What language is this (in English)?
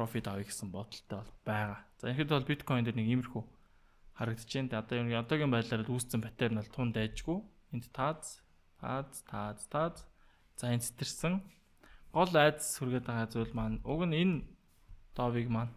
Mongolian